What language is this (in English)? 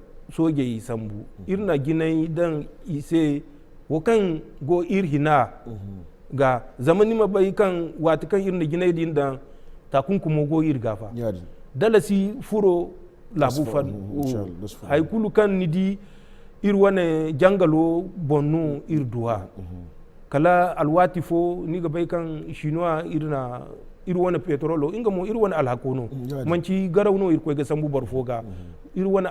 Zarma